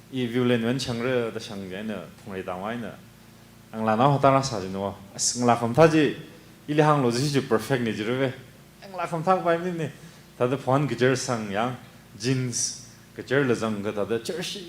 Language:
Tangkhul Naga (India)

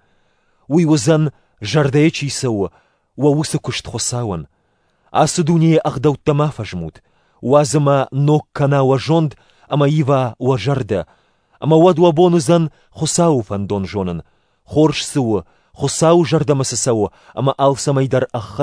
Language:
Ossetic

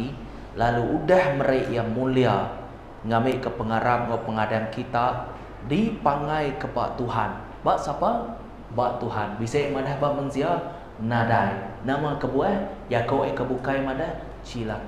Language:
Iban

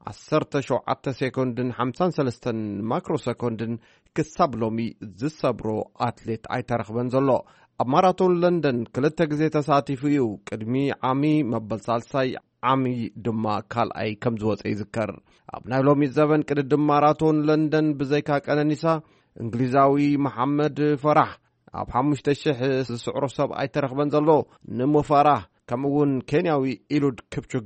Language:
Tigrinya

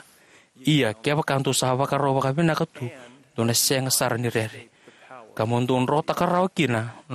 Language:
Fijian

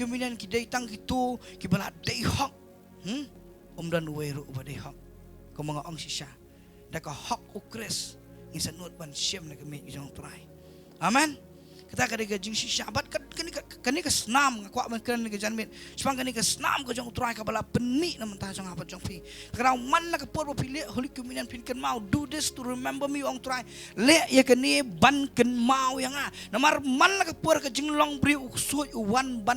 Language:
Khasi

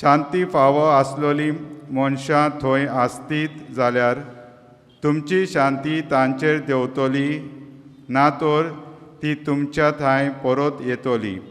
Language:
Konkani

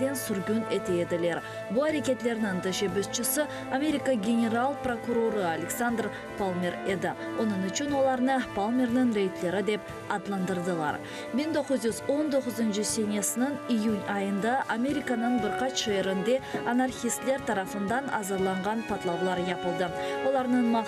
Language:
Crimean Tatar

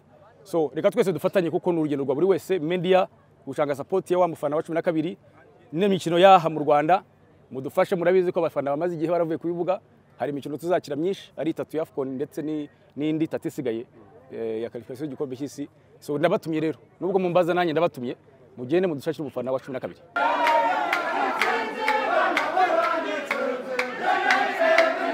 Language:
Kinyarwanda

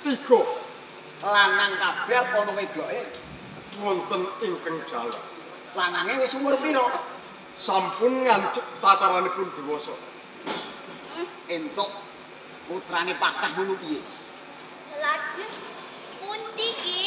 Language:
Javanese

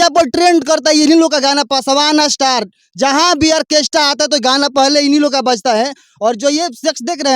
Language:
Bhojpuri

